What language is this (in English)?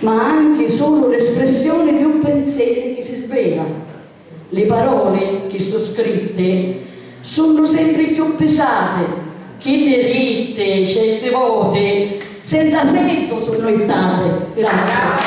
Sicilian